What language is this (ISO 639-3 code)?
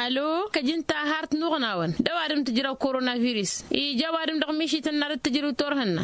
taq